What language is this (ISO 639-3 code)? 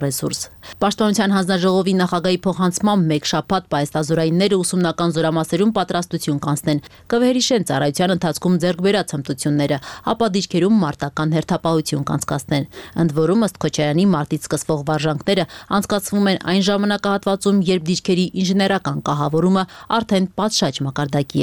hye